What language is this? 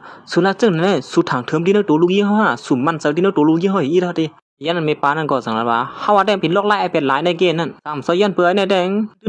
Shan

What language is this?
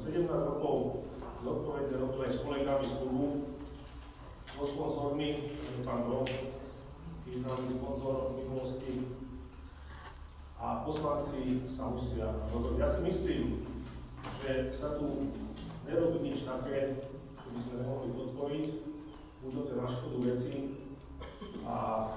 Slovak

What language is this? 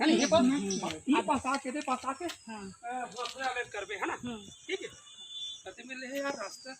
Chhattisgarhi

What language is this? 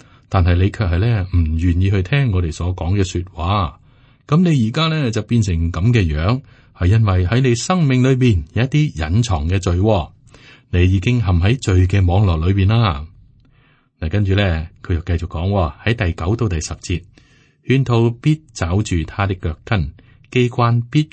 Cantonese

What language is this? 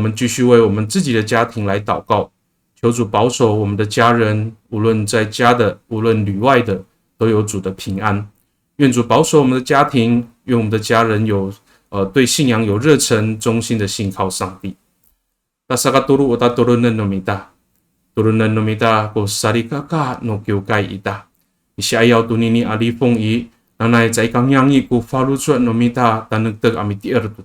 Amis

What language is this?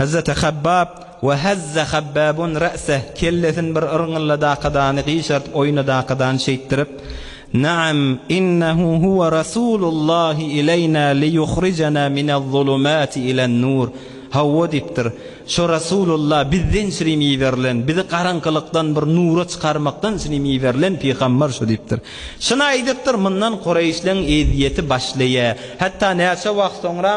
Turkmen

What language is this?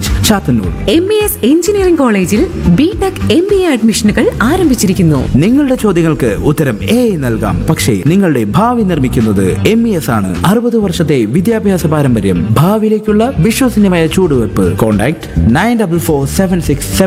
Malayalam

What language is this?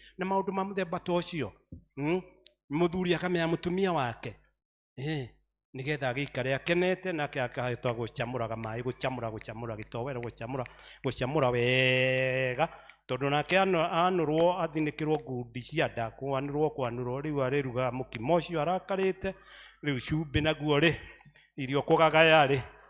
Kikuyu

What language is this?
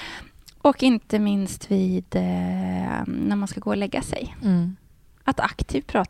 Swedish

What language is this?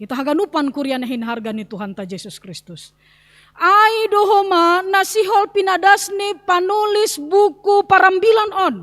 Batak Simalungun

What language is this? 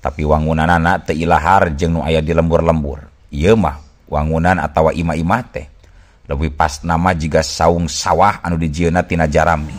Sundanese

